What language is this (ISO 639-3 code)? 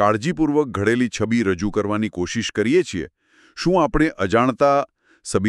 guj